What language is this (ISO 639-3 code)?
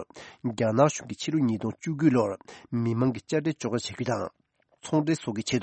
bod